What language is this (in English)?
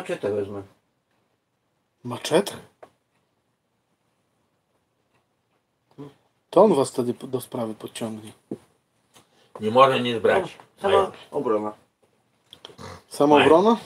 Polish